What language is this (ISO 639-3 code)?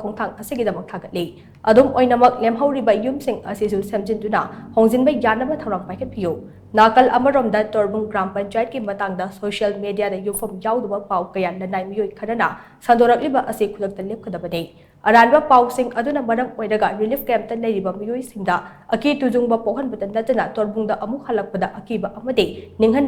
mni